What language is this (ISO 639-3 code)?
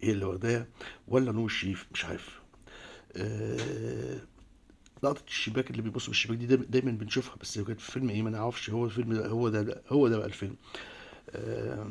arz